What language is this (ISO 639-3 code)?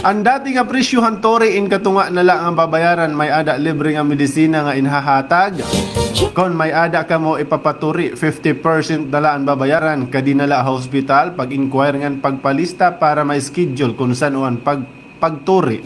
war